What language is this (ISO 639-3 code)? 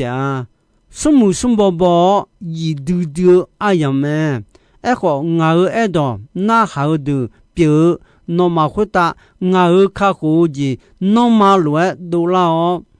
ahk